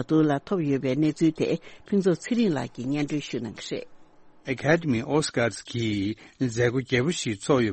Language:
Tibetan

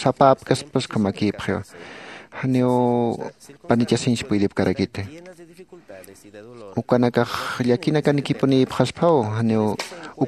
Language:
Aymara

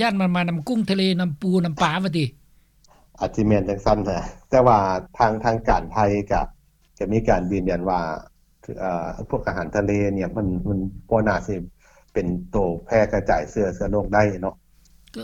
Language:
Lao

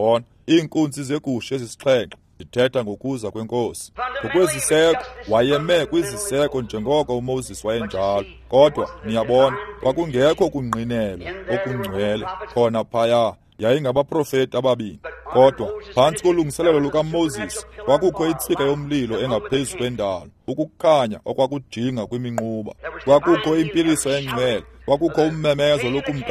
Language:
Xhosa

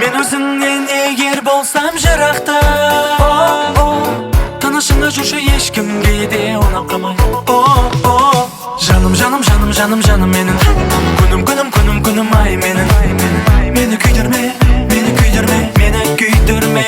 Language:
Kara-Kalpak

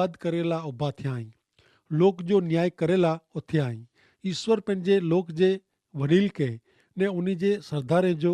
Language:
Kachhi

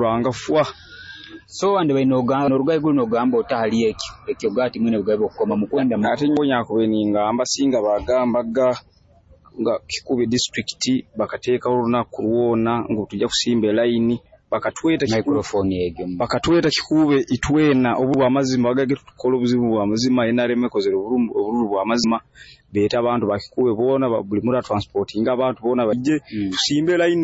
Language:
Nyoro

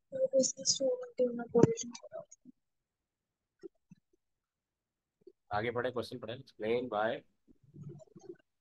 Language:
Hindi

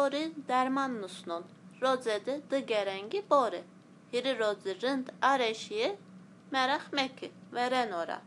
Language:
Zaza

